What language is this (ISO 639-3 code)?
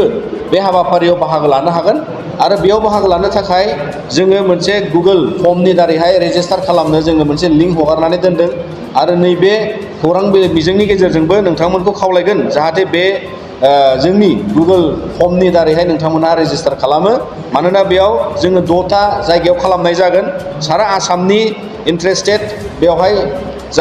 brx